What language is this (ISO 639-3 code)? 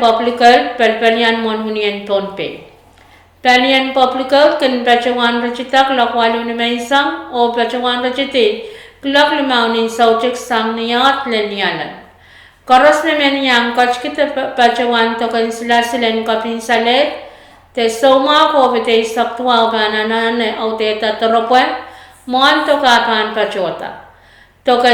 pon